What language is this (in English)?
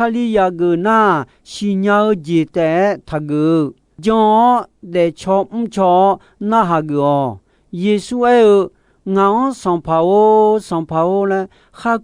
Akha